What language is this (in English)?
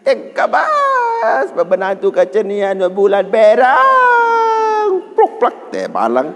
Sasak